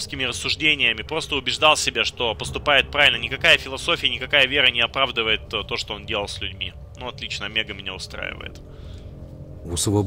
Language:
Russian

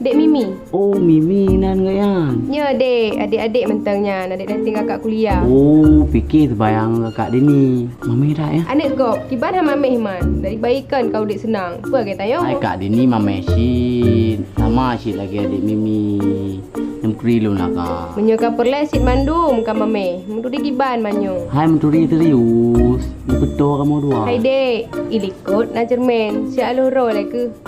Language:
Achinese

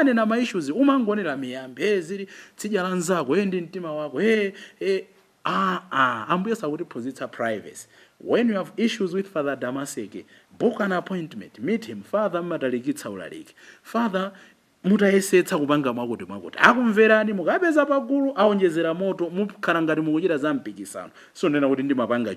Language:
Nyanja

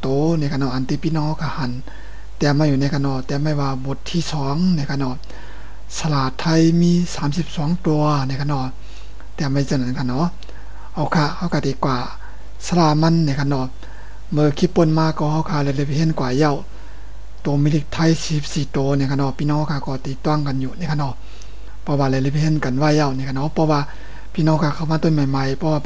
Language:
Shan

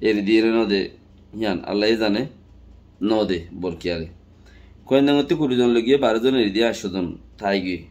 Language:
Rohingya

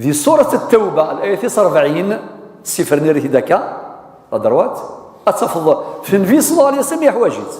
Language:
Kabyle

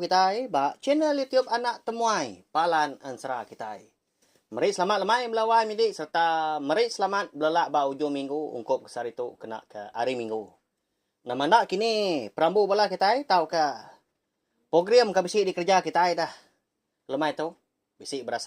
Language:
Iban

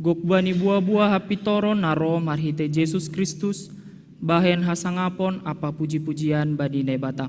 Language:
Batak Simalungun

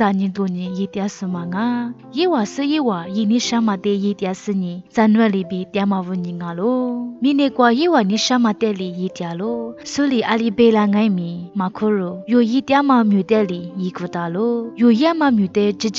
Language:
Lisu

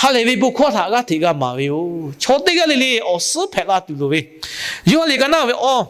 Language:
Lahu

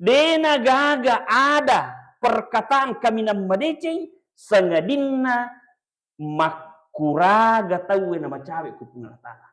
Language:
Buginese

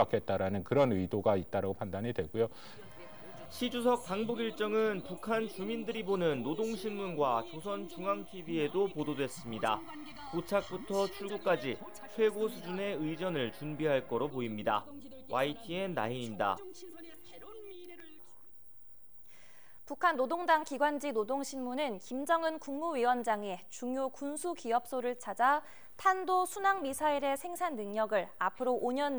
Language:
Korean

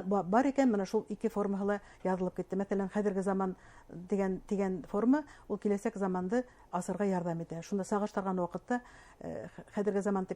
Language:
Bashkir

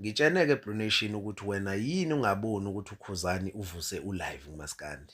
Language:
Zulu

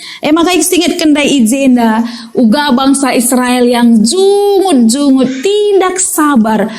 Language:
Batak Karo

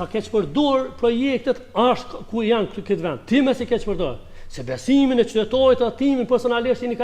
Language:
Albanian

